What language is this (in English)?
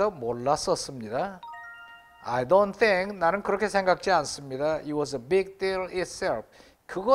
Korean